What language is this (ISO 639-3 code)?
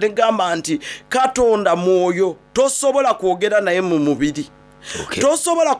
xog